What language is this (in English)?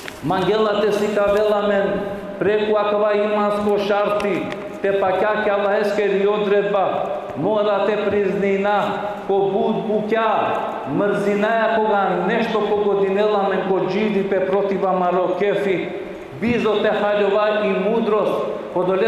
Balkan Romani